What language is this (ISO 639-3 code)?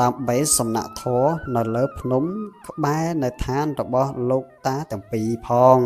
khm